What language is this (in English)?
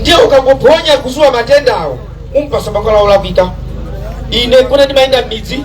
Nyanja